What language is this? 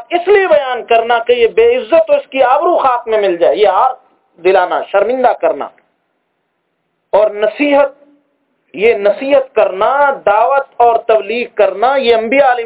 Urdu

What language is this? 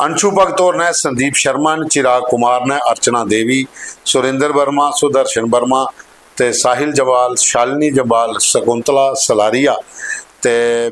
Dogri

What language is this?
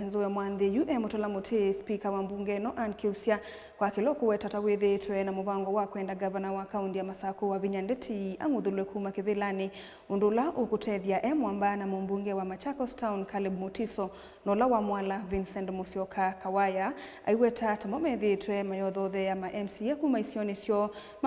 Kamba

